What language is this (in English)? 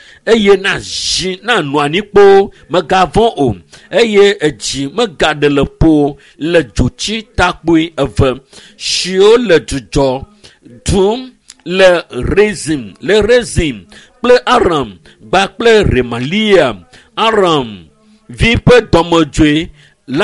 Ewe